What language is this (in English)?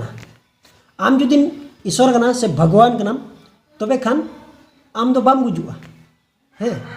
Santali